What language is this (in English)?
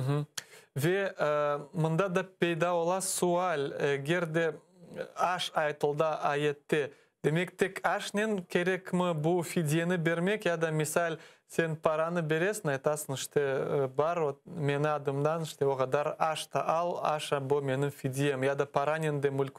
Crimean Tatar